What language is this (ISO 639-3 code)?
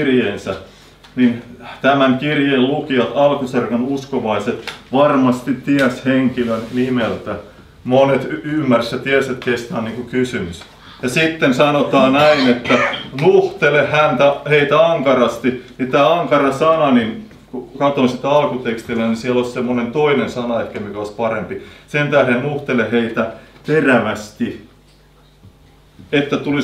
fin